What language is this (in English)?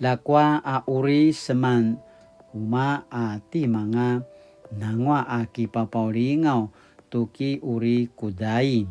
Paiwan